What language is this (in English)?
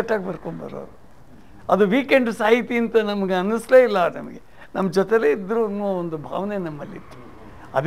Kannada